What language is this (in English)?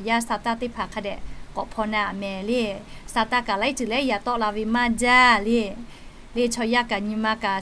Lahu